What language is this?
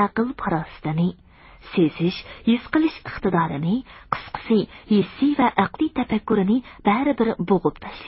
Uyghur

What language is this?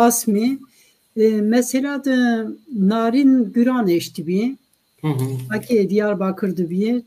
Zaza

